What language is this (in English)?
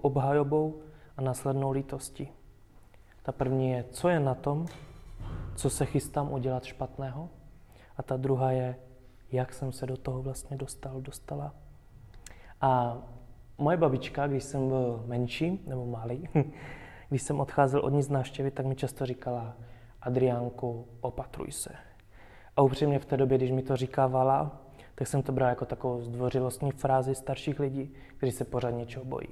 Czech